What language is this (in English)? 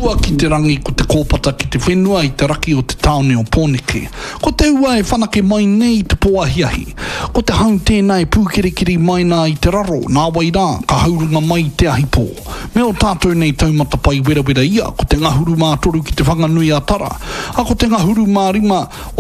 Māori